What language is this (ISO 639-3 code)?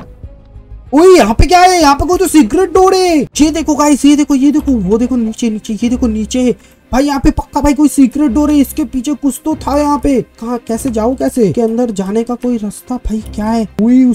hin